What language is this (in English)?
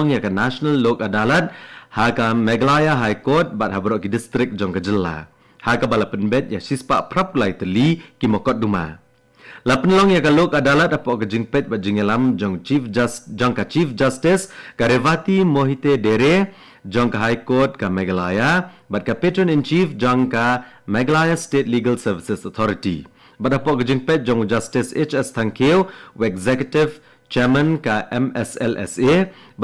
Khasi